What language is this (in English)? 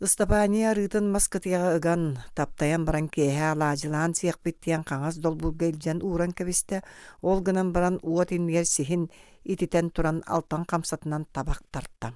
Yakut